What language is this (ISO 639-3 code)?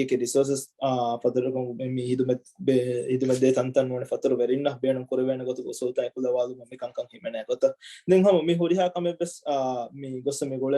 div